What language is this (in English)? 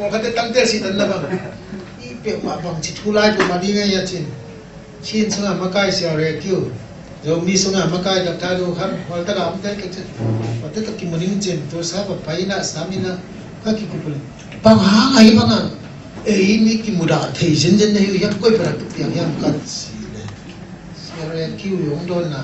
Tedim Chin